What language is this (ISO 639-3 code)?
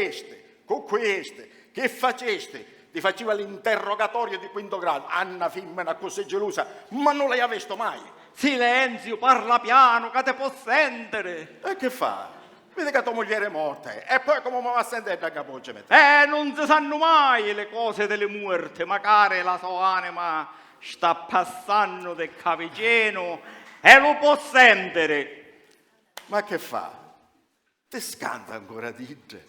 scn